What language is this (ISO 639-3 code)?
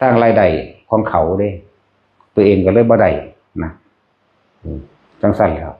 tts